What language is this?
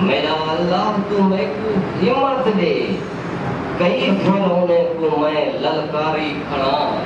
Saraiki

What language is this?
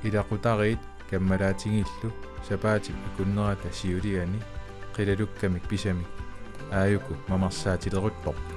Kalaallisut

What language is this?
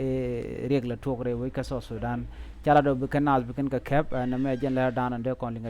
Nuer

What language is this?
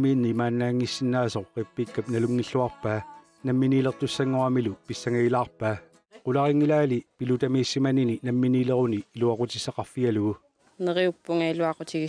Kalaallisut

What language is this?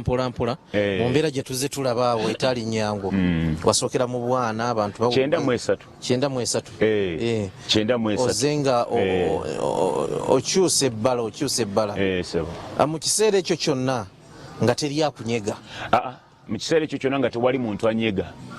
Ganda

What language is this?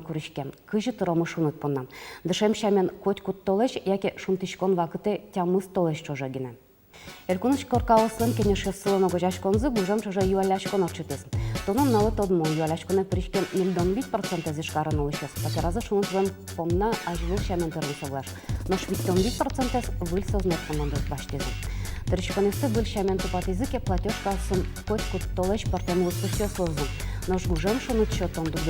Udmurt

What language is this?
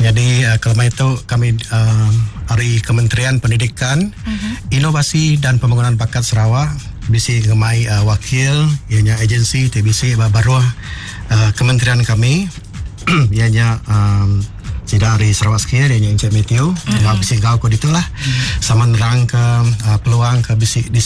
Iban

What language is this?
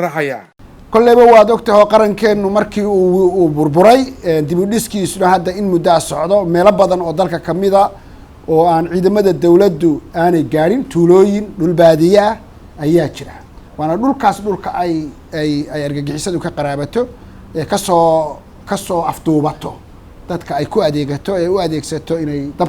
Somali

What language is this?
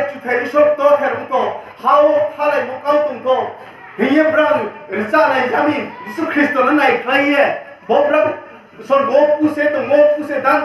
Riang (India)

